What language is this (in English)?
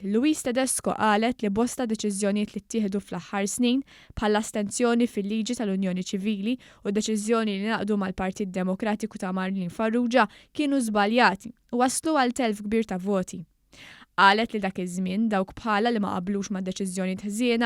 Maltese